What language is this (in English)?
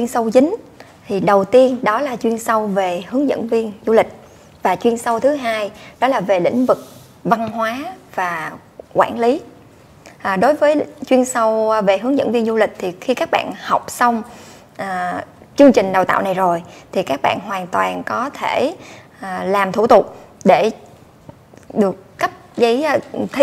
Vietnamese